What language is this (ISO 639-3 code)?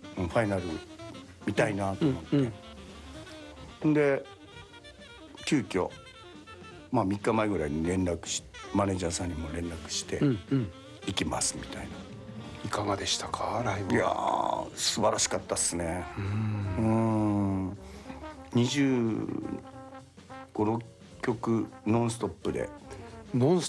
jpn